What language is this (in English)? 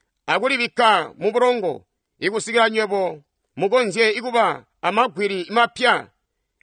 Tonga (Zambia)